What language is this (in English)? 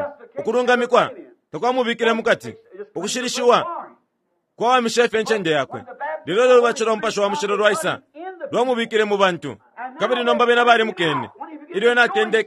Bemba